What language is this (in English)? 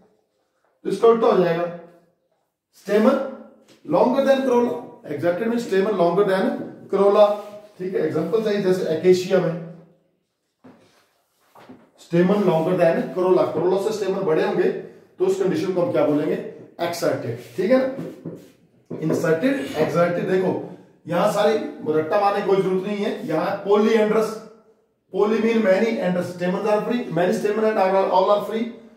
Hindi